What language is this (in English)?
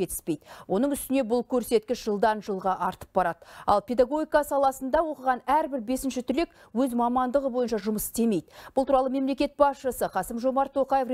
Kazakh